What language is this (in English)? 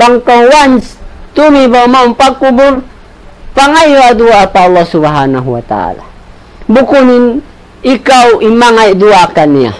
Tausug